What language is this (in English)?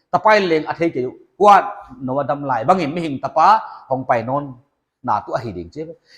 Paite Chin